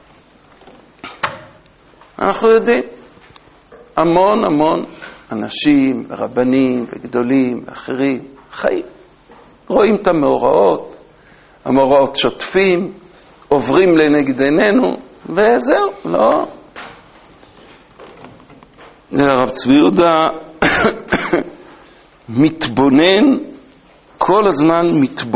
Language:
Hebrew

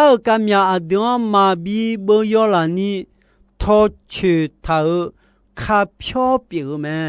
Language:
Akha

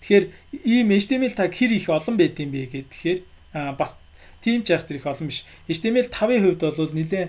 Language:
Mongolian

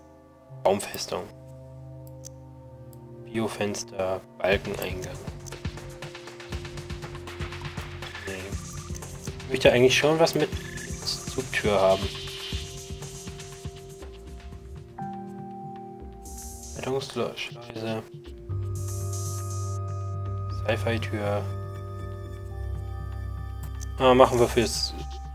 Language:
German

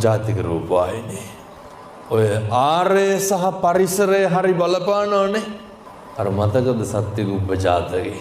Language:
Sinhala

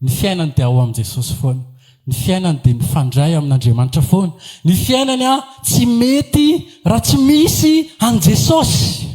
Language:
Malagasy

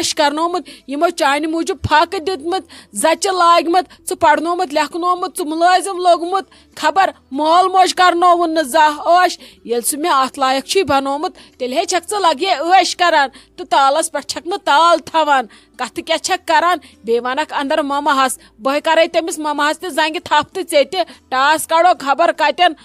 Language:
Kashmiri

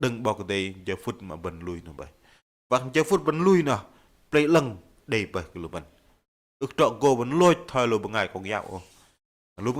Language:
Bahnar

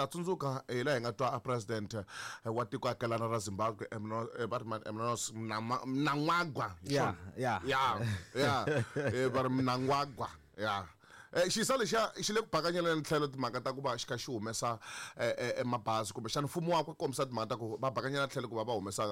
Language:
Tsonga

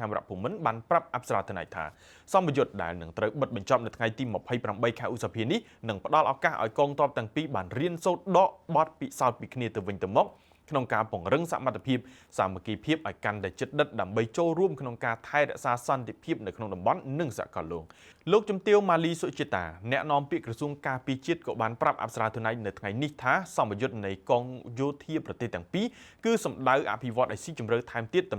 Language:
Khmer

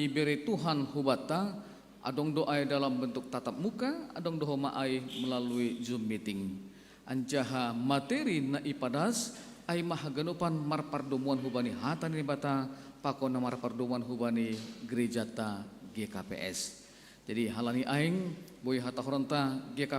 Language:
Batak Simalungun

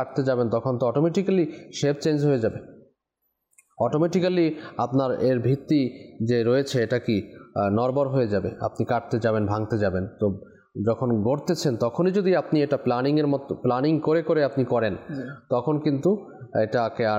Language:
Bangla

